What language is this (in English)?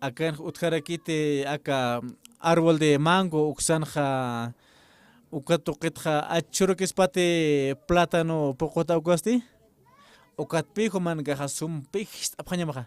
Aymara